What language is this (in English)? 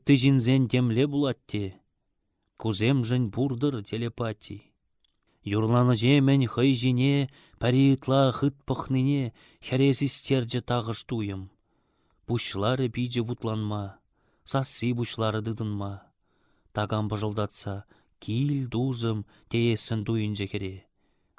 Chuvash